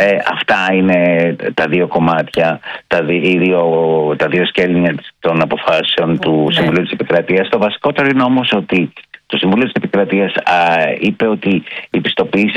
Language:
Greek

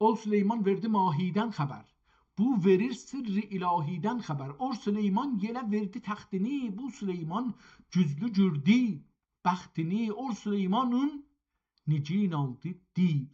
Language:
South Azerbaijani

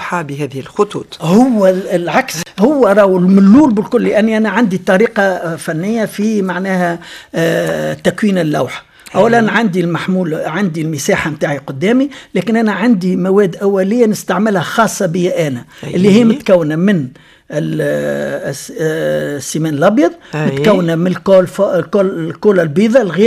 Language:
Tunisian Arabic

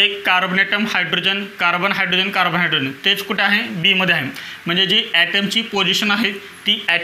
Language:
Marathi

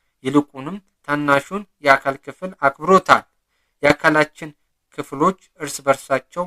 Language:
Amharic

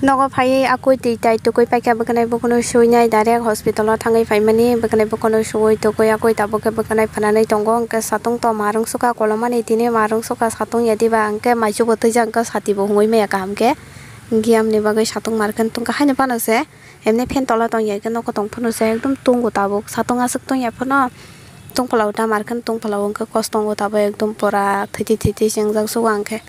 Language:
Kok Borok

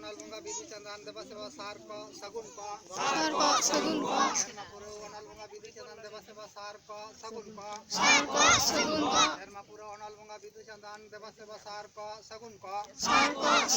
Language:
Santali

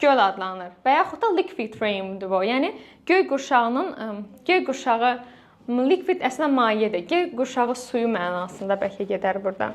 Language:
Azerbaijani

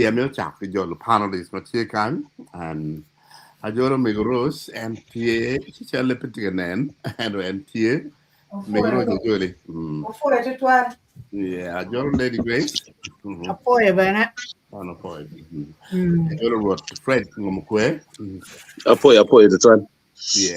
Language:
Acoli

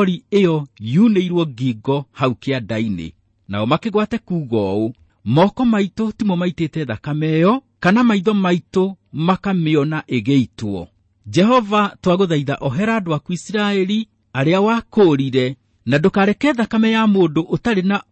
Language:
Kikuyu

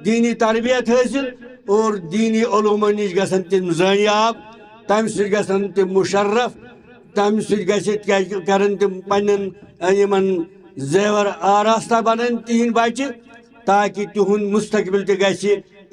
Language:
Kashmiri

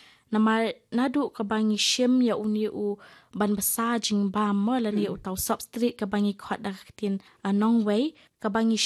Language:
Khasi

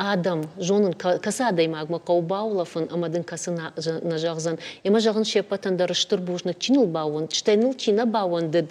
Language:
Ossetic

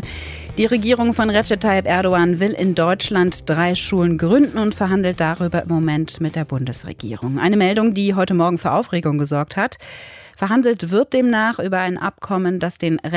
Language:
German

